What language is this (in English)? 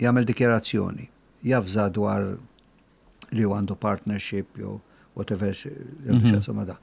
Maltese